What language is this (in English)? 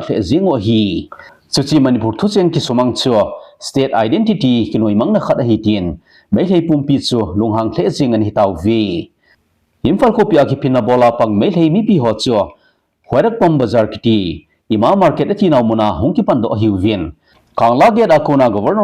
Thado Chin